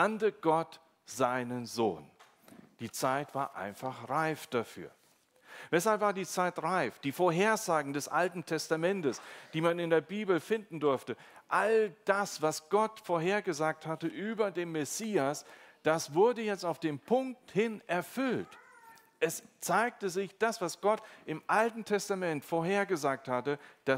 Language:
German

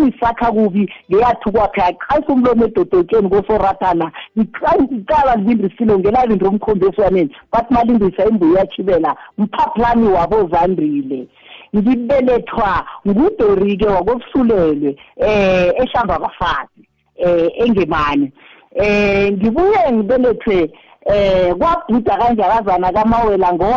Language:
South Ndebele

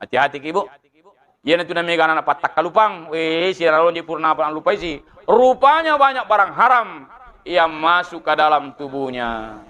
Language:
Buginese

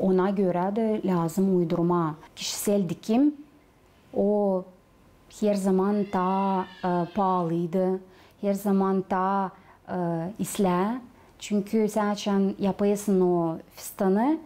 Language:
Gagauz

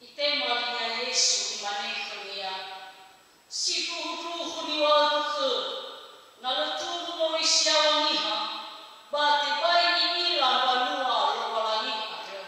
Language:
Nias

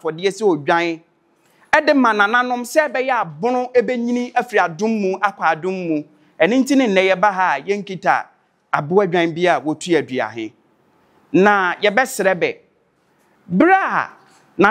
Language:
Akan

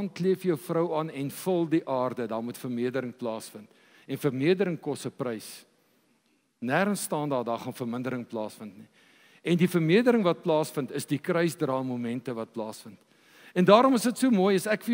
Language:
Afrikaans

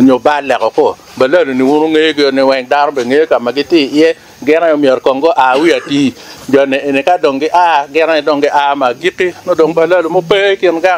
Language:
Acoli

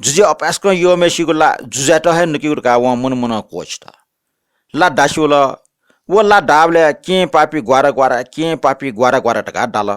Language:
Newari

